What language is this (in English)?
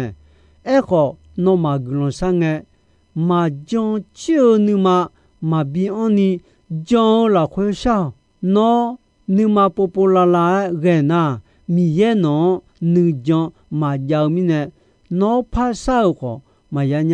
Akha